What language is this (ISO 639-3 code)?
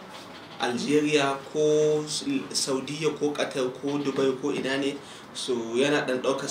hau